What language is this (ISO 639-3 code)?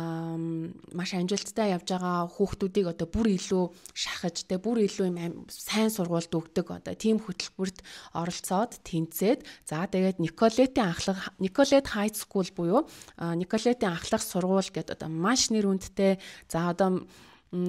mon